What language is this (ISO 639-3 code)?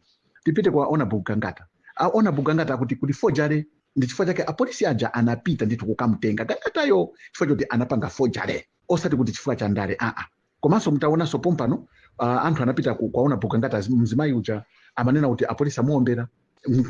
nya